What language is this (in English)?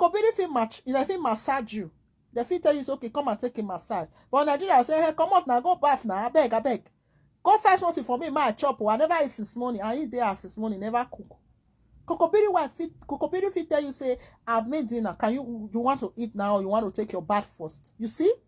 Nigerian Pidgin